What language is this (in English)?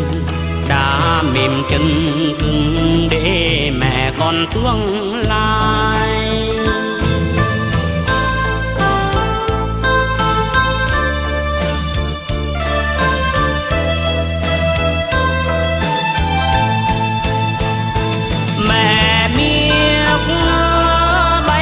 Vietnamese